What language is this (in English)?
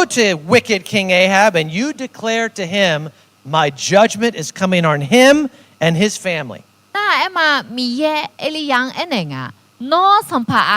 Akha